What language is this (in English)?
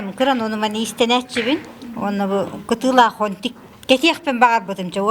Yakut